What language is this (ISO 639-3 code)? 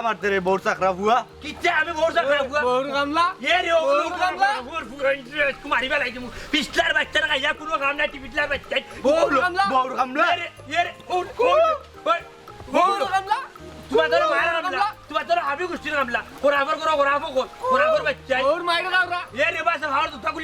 syl